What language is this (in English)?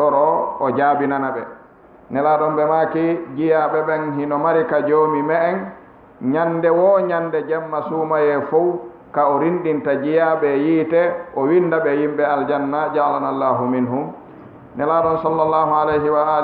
Fula